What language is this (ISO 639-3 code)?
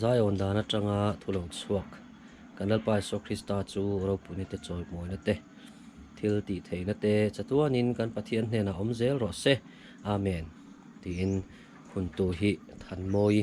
lus